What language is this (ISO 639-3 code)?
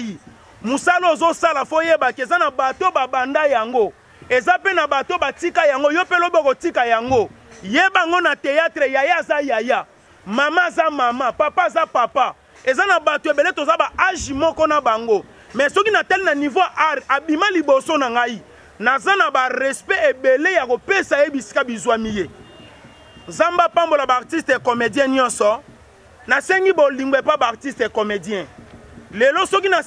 lin